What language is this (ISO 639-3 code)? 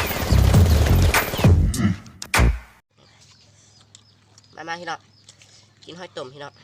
lao